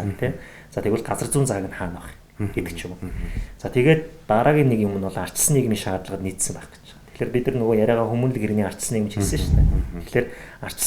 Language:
Mongolian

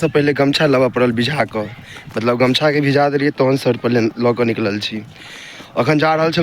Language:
Maithili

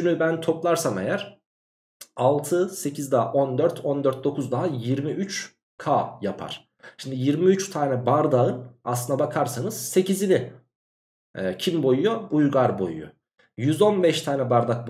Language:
Turkish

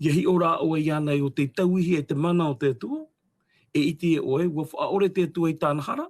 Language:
Tahitian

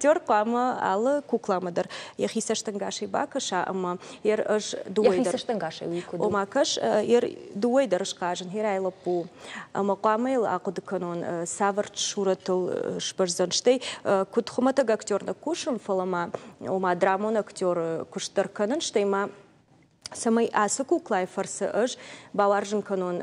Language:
Ossetic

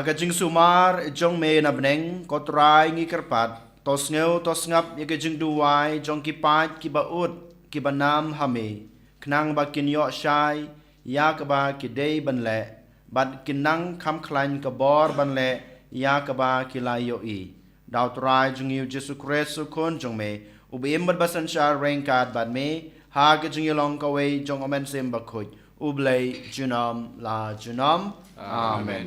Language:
Khasi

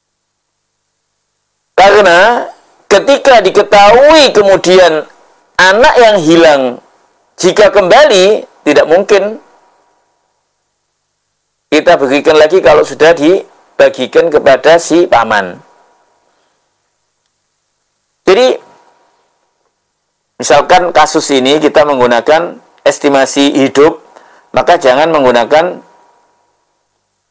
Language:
Indonesian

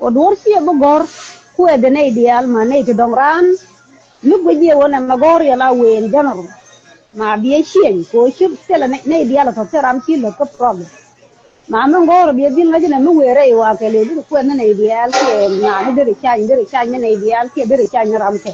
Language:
Nuer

